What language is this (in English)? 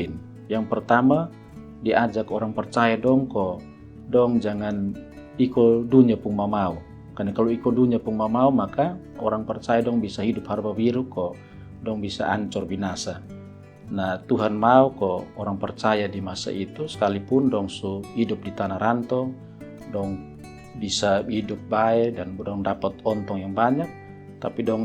Kupang Malay